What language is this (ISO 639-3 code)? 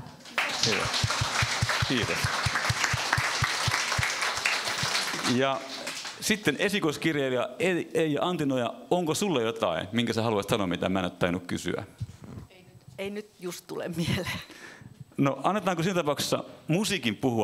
fin